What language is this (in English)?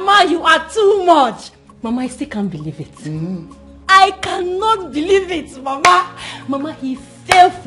Nigerian Pidgin